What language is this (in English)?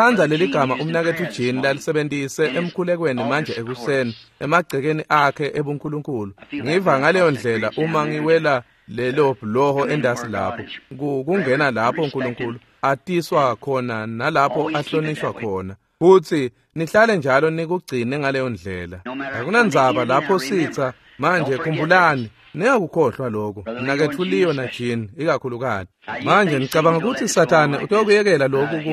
Swati